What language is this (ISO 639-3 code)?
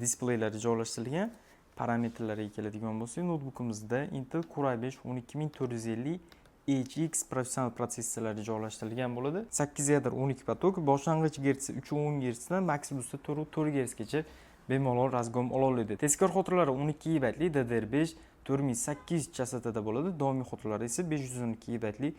uzb